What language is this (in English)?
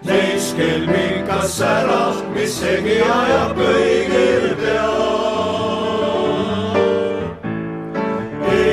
Estonian